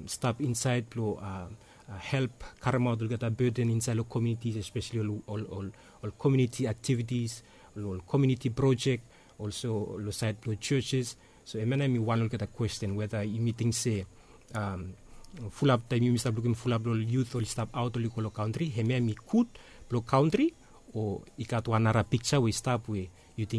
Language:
Bislama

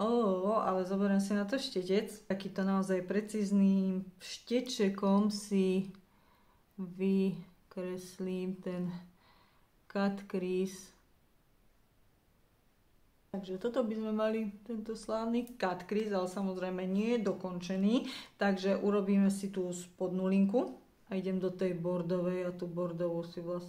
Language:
Slovak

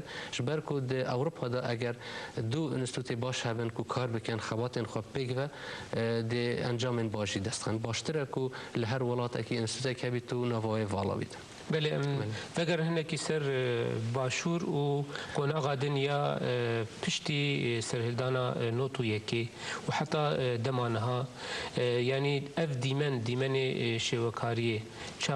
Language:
Kurdish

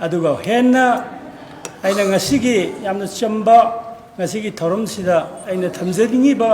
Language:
Manipuri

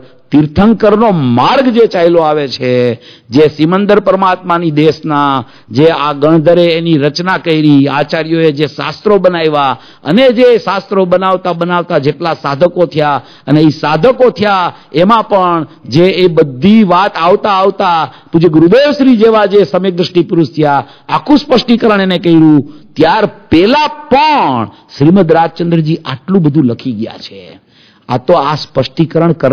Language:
Gujarati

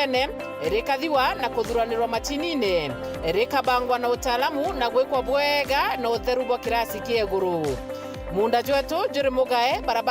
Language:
Meru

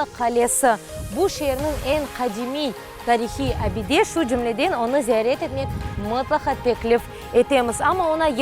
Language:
Crimean Tatar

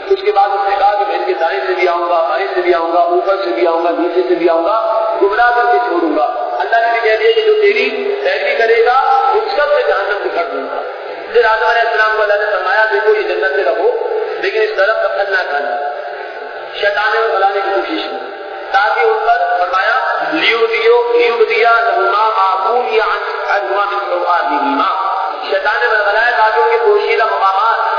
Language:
Urdu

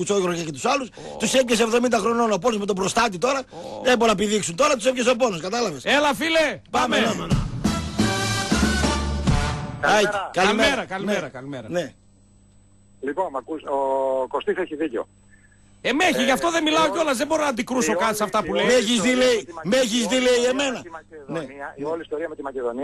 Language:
Greek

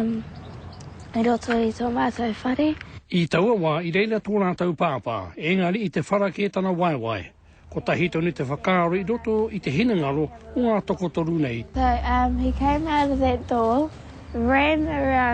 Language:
Māori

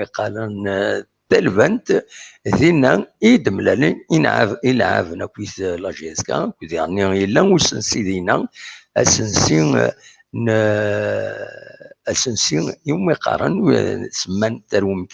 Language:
Kabyle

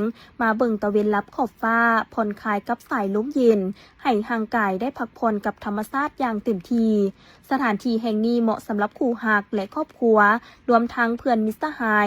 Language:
Lao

